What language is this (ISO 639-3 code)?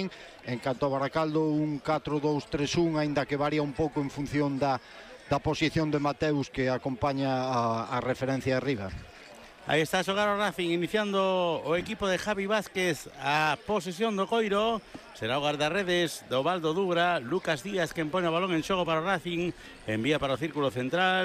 glg